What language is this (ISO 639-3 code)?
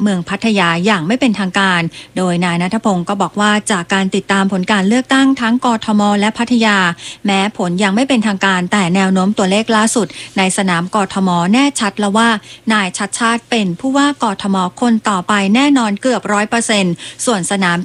tha